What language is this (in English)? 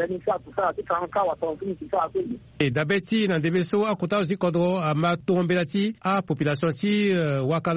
Sango